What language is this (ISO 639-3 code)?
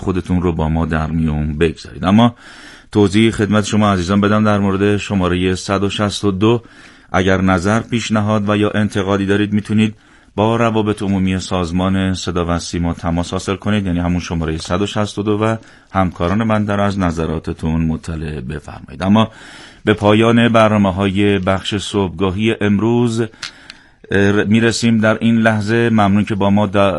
fas